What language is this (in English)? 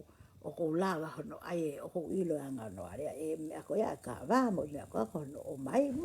Tongan